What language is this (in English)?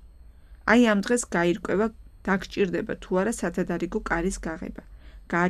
Georgian